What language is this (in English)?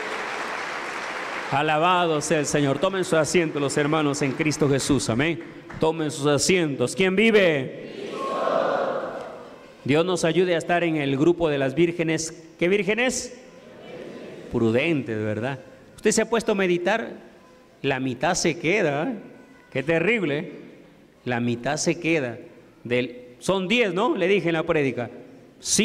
Spanish